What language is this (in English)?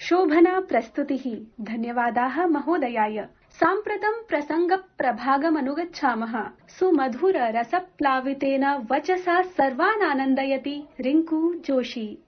Sanskrit